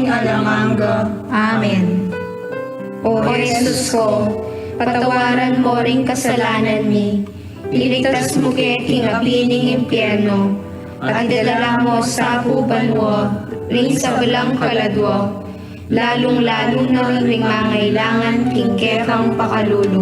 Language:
Pampanga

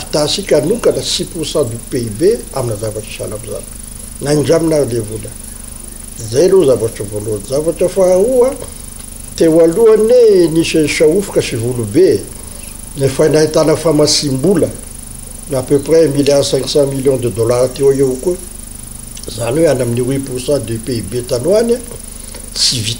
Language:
Malagasy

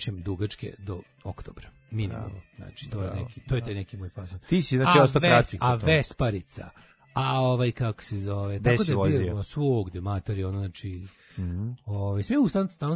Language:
Serbian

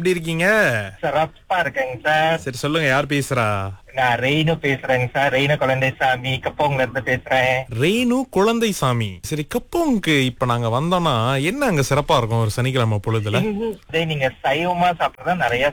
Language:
Tamil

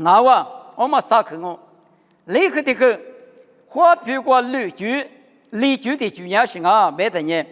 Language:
Lisu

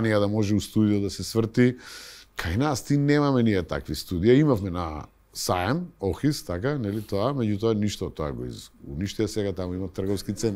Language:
Macedonian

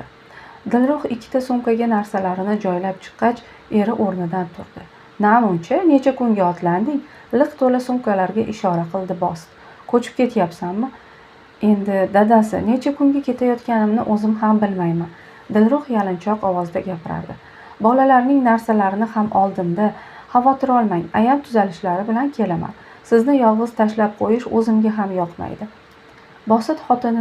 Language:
Uzbek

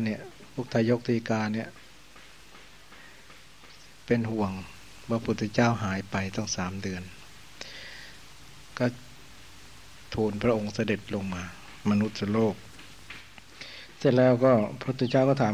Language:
Thai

